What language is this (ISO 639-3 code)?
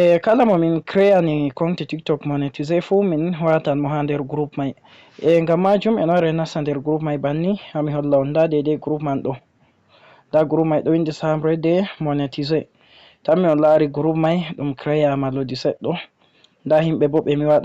ful